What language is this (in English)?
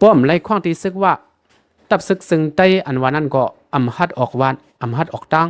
Shan